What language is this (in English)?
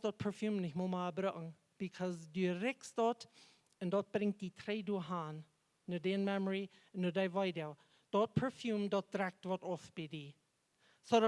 Plautdietsch